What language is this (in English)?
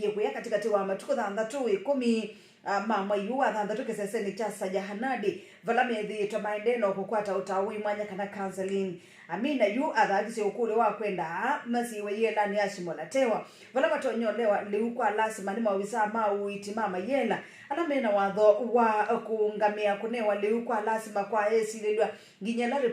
Kamba